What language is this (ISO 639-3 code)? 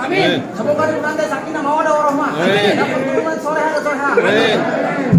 bew